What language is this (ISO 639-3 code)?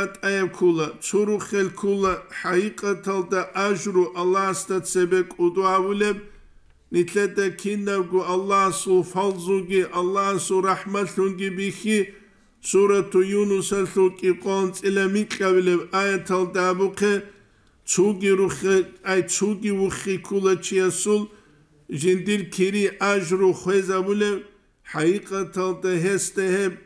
ava